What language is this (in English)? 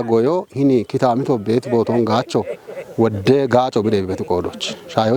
Kafa